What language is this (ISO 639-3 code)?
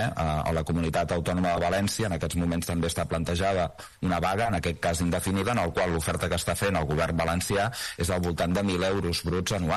cat